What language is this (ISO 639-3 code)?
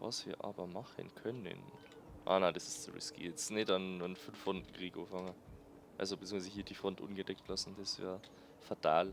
bar